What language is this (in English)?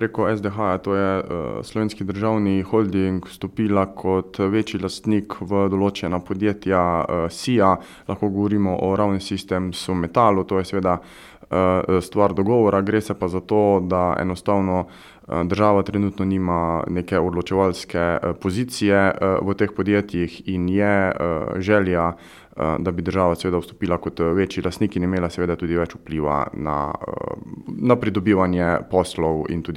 Slovenian